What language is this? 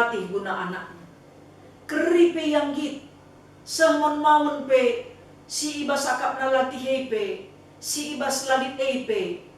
Batak Karo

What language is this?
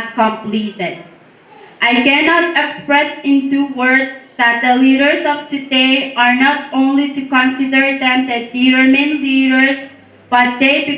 Pohnpeian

